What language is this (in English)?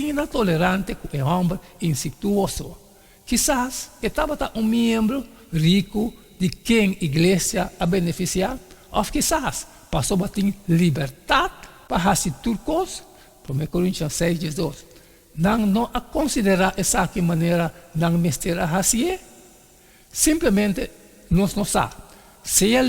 Papiamento